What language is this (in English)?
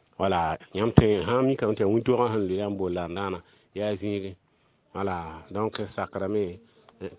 Mossi